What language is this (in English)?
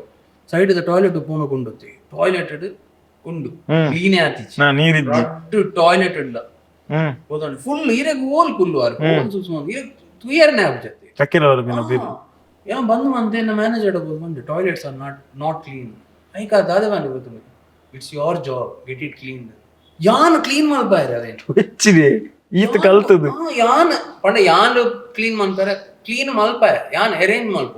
Tulu